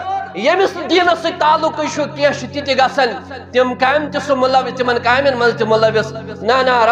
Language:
Kashmiri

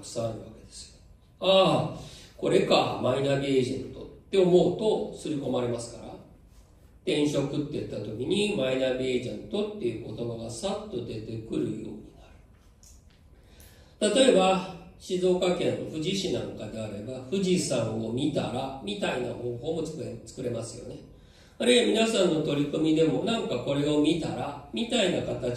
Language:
Japanese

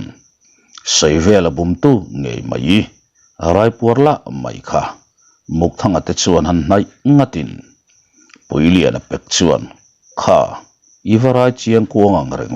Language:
Mizo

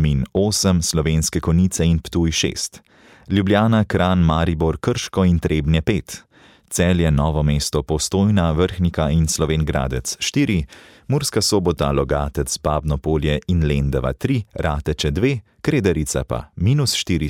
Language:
Slovenian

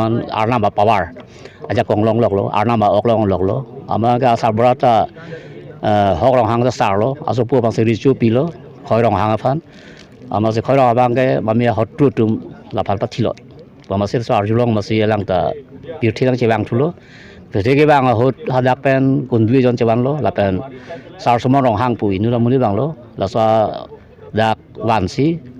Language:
Karbi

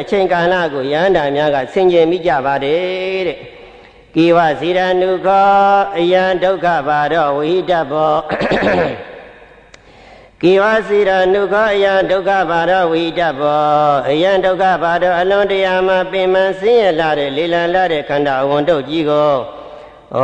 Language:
Burmese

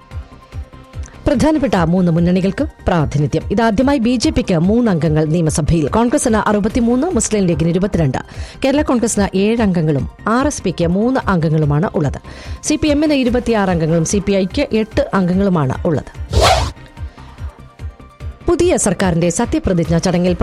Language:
Malayalam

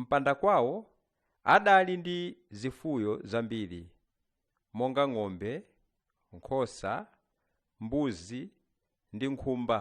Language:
Nyanja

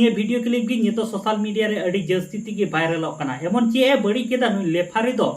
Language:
Santali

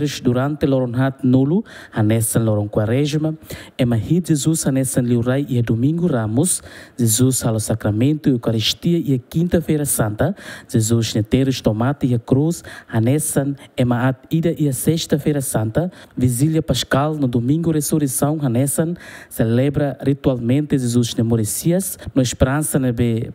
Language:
Tetum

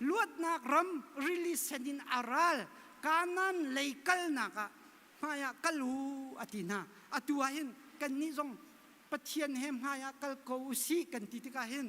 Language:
Hakha Chin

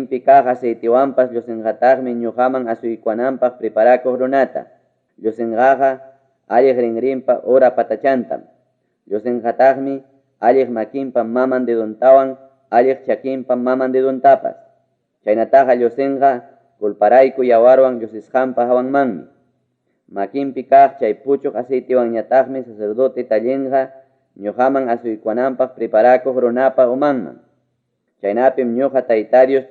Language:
Ayacucho Quechua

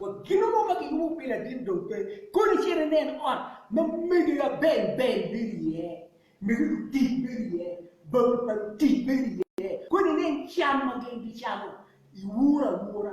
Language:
Acoli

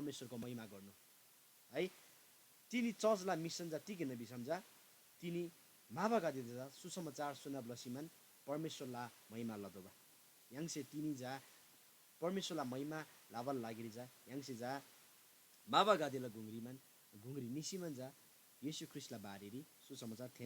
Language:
Eastern Tamang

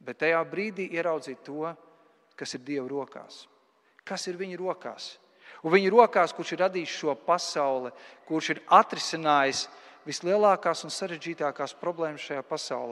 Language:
Latvian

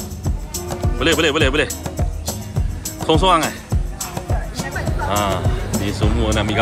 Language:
Malay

